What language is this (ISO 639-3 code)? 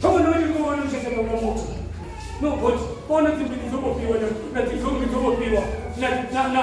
ven